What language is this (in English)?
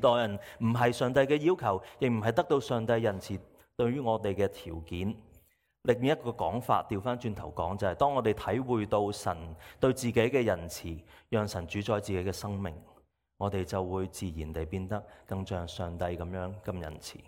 Cantonese